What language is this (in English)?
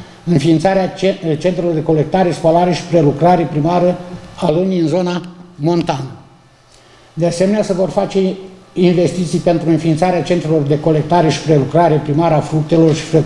Romanian